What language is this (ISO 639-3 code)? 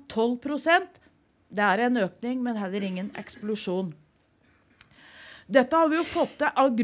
nor